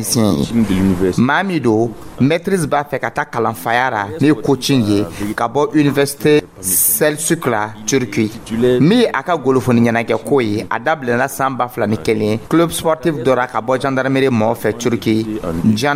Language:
Dyula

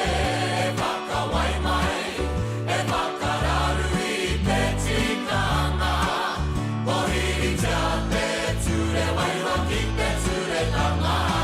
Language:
Māori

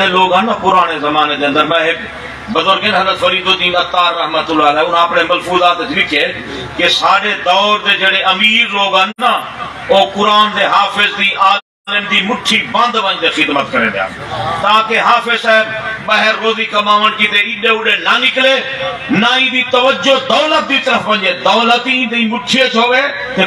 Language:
Saraiki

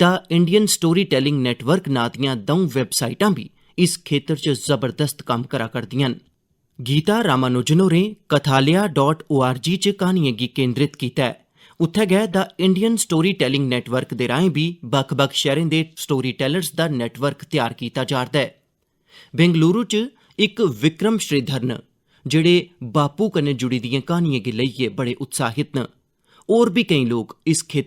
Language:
Dogri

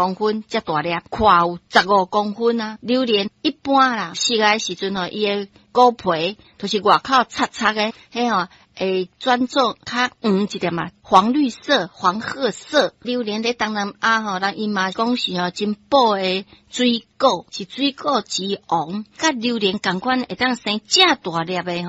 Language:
Min Nan Chinese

